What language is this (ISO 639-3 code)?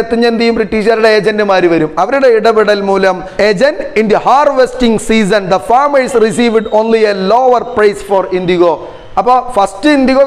mal